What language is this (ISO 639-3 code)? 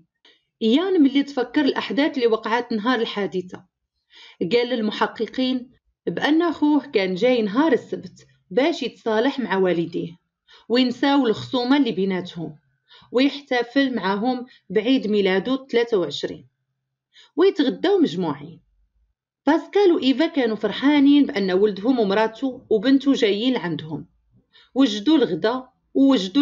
ary